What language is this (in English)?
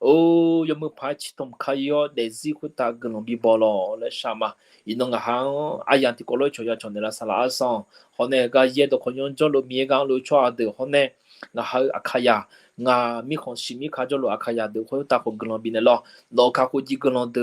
Akha